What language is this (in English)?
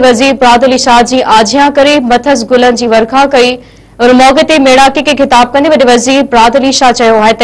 Sindhi